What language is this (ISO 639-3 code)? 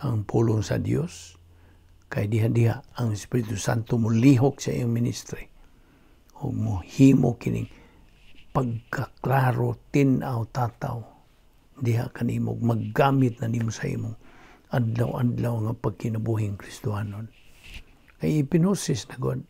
ceb